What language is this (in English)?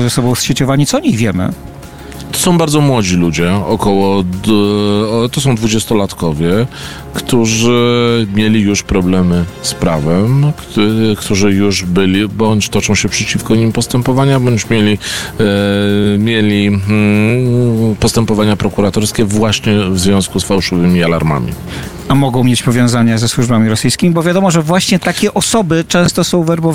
Polish